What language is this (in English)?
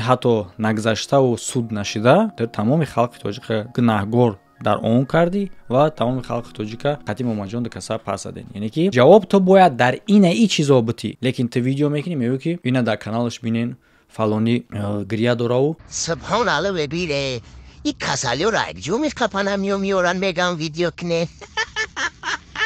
Tajik